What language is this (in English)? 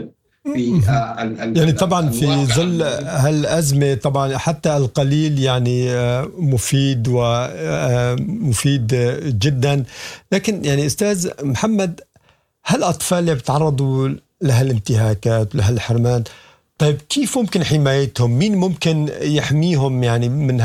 Sudanese Arabic